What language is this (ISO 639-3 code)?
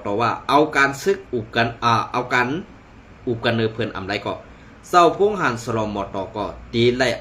shn